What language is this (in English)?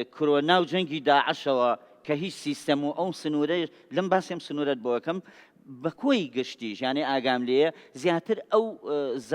Central Kurdish